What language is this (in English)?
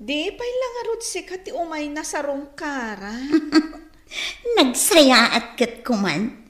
Iloko